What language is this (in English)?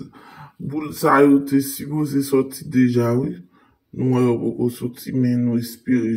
Haitian Creole